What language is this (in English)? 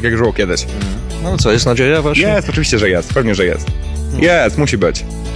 Polish